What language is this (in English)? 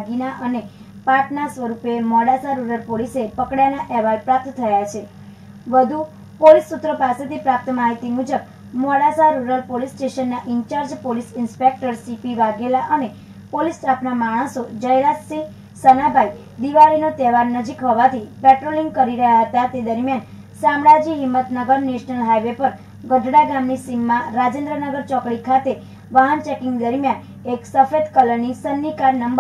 Gujarati